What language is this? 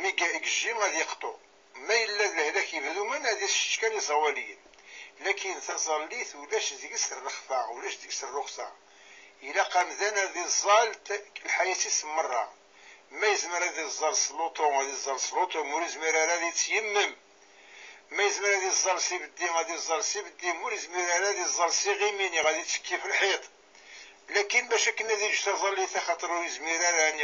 Kabyle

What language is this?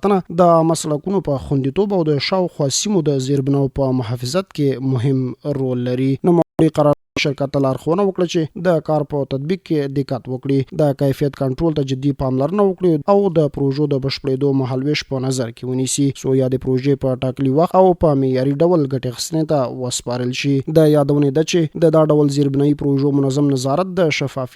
Pashto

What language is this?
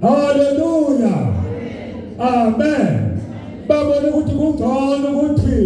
Zulu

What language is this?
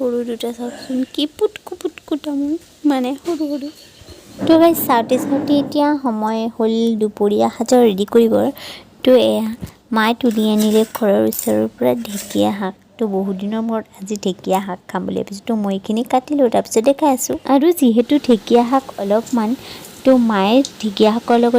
Assamese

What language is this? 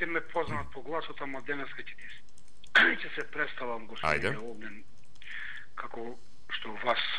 Macedonian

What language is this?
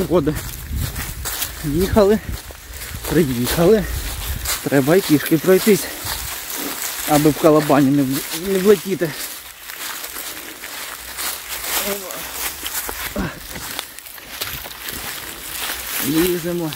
Ukrainian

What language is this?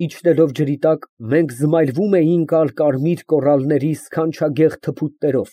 Armenian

